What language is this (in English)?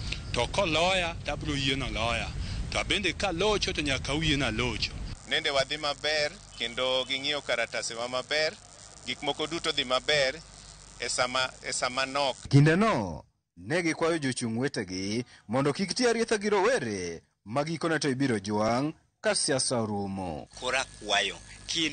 Luo (Kenya and Tanzania)